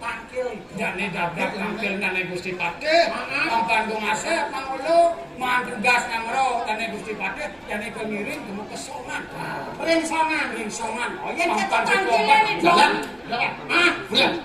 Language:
Balinese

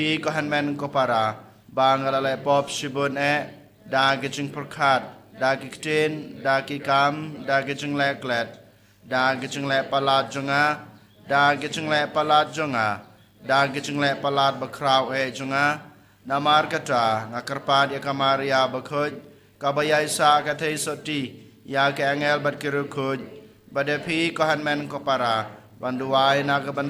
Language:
Khasi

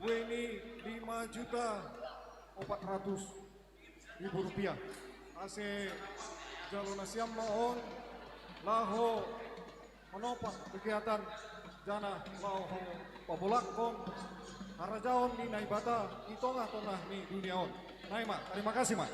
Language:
Batak Simalungun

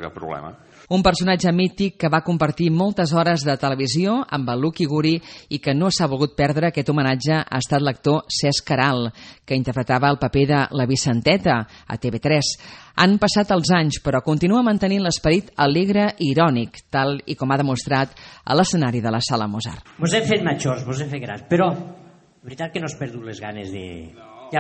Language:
Catalan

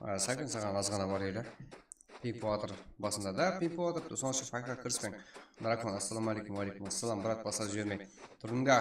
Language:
Kara-Kalpak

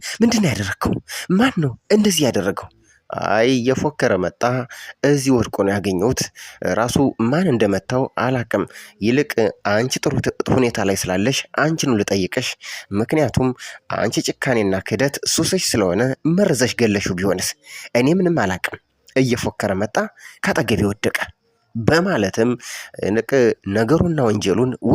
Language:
Amharic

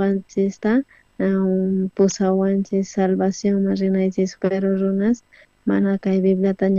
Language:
South Bolivian Quechua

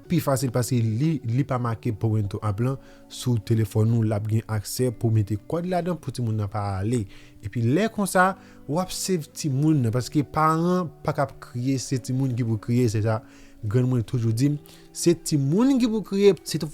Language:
Haitian Creole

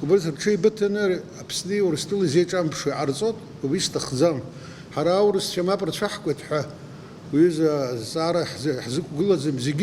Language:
Abkhazian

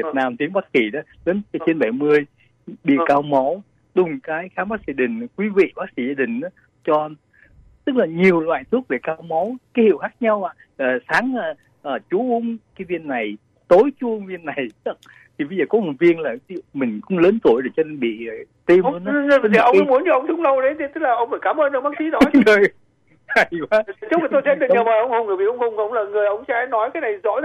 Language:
Vietnamese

